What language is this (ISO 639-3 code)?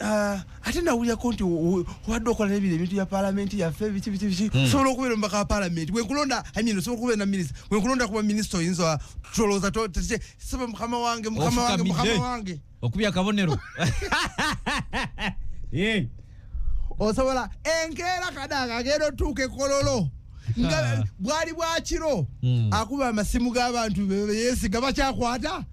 lug